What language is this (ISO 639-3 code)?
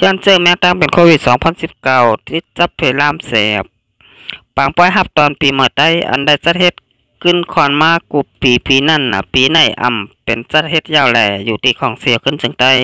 shn